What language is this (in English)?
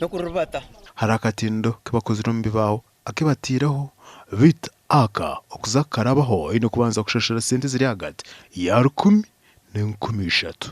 Nyankole